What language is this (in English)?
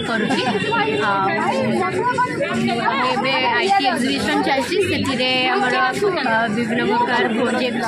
Odia